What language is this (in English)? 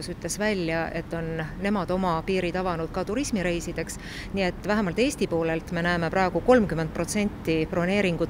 Estonian